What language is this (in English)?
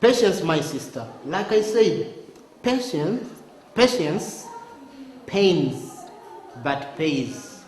Nyoro